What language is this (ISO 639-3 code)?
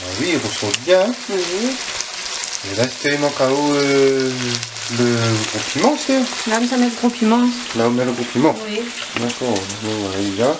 rcf